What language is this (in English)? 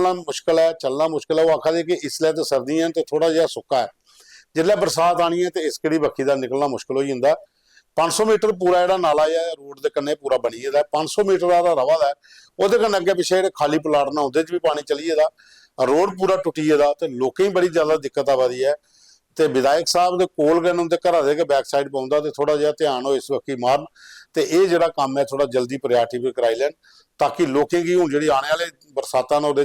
Dogri